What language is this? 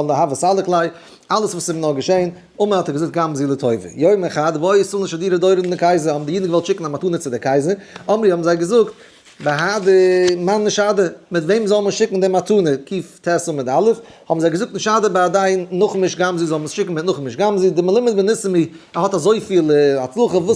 Yiddish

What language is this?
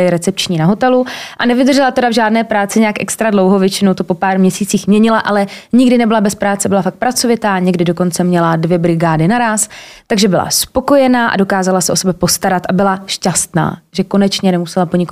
Czech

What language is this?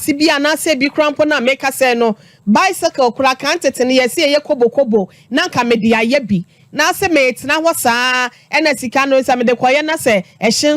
Akan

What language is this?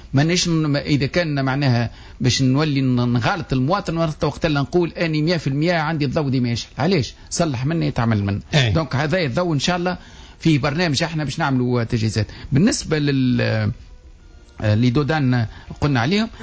Tunisian Arabic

